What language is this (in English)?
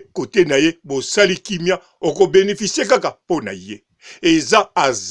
Lingala